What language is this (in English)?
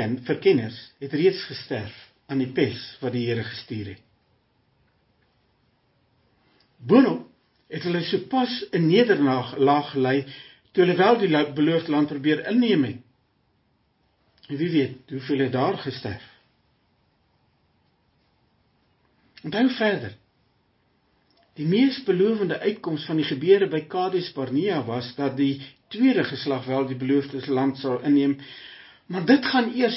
Afrikaans